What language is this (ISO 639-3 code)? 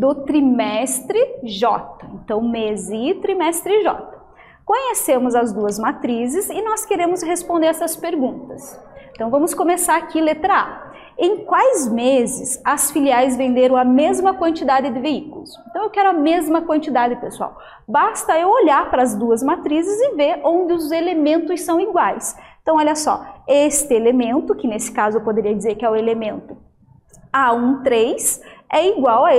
por